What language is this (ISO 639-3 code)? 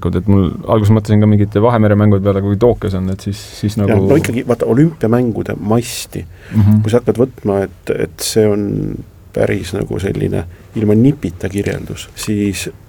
est